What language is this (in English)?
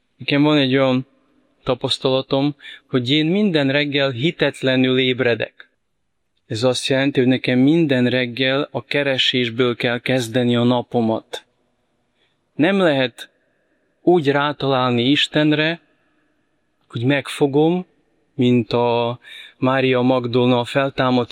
Hungarian